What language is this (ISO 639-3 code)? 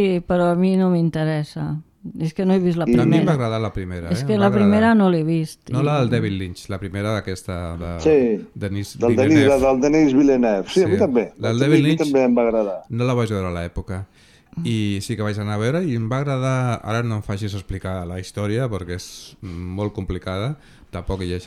cat